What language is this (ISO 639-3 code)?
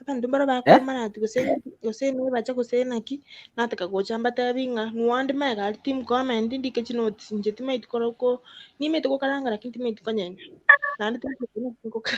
guz